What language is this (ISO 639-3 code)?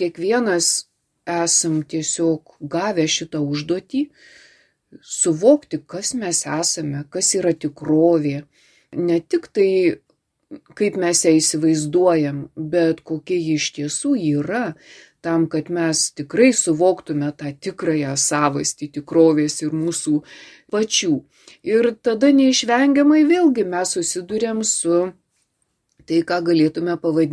lit